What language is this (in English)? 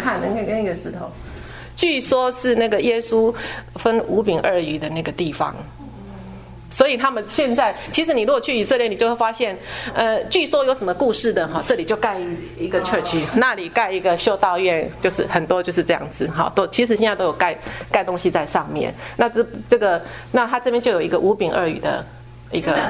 Chinese